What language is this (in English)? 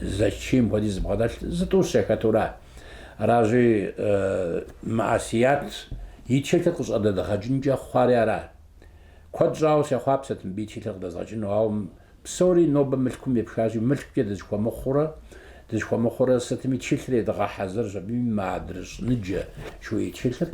Kabardian